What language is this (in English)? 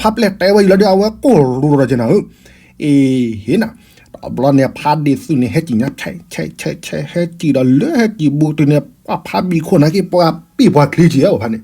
S'gaw Karen